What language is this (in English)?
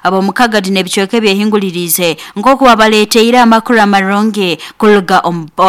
Nyankole